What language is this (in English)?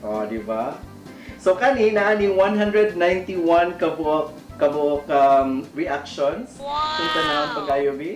Cebuano